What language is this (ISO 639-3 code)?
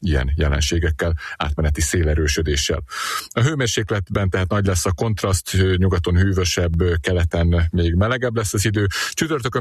hun